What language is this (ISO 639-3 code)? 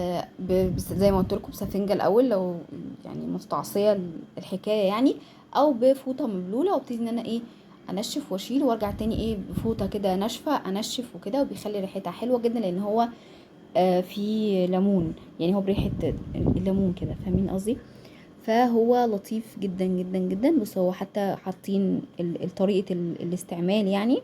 arz